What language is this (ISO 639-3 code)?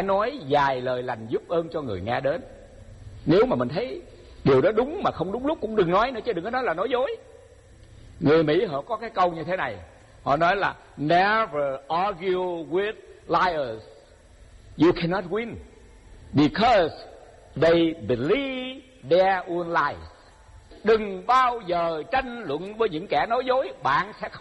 vie